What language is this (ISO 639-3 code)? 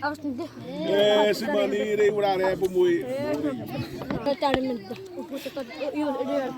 xav